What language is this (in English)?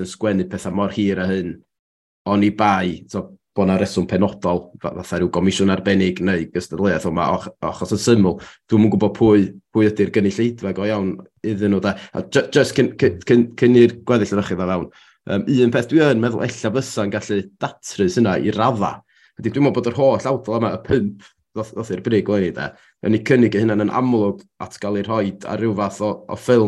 Welsh